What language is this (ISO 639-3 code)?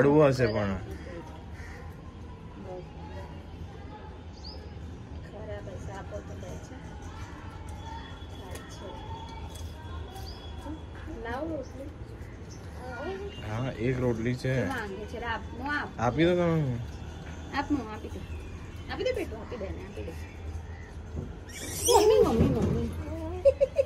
guj